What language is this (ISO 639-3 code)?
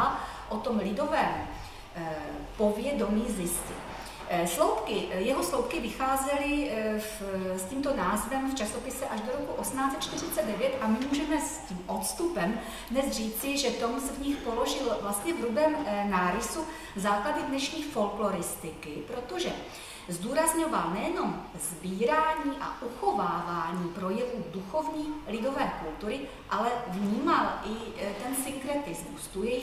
ces